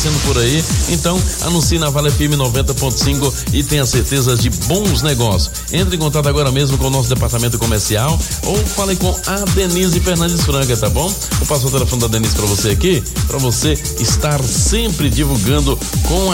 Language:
Portuguese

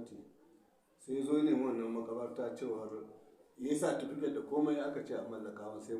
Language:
Hausa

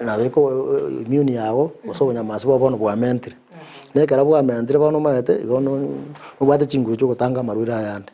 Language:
Gusii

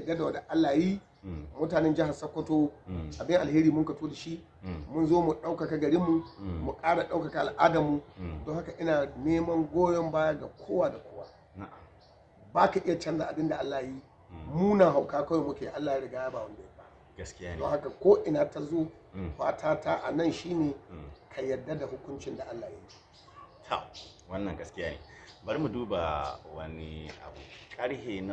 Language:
Hausa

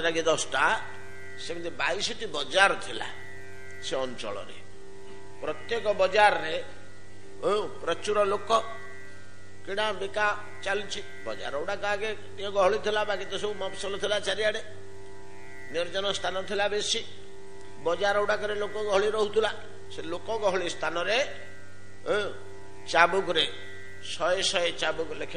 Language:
Odia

